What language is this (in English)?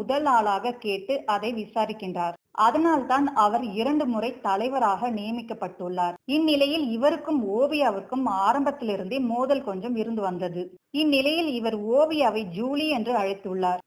Tamil